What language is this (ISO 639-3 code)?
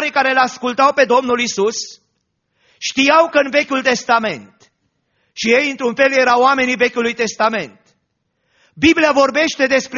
ron